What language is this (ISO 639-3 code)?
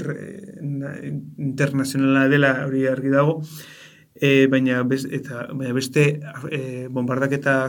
eus